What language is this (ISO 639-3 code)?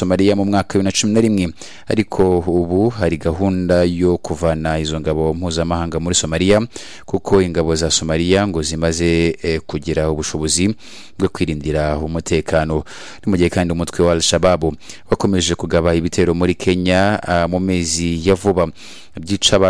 kin